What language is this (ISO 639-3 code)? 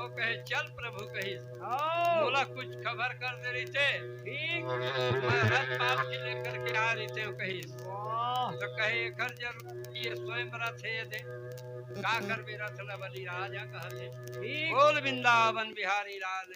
hne